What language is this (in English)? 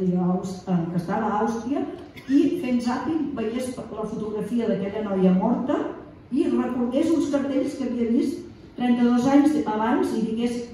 Catalan